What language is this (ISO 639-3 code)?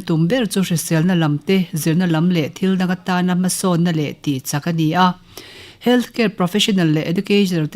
lus